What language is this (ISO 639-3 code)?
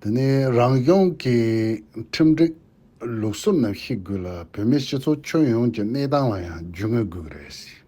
bod